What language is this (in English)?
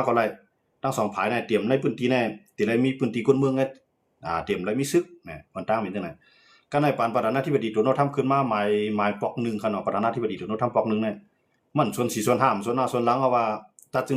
Shan